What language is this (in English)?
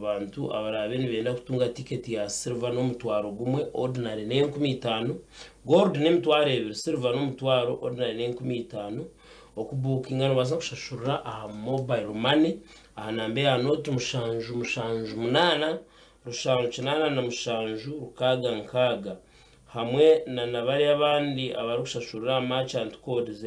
Nyankole